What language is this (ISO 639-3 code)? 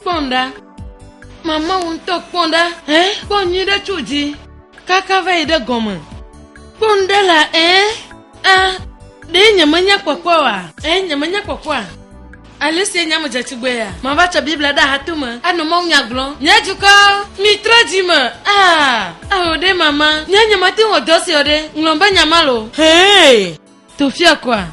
ewe